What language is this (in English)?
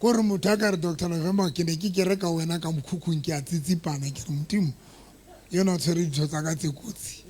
Southern Sotho